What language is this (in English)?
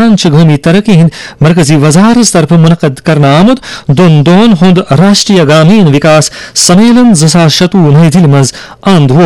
Kashmiri